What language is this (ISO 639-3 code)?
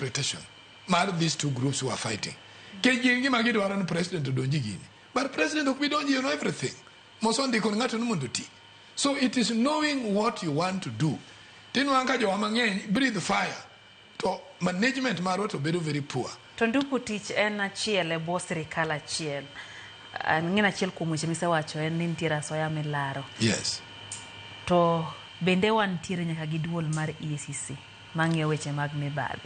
luo